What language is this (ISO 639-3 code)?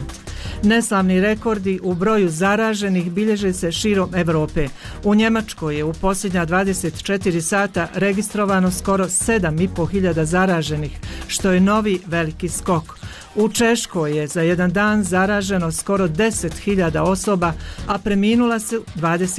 bos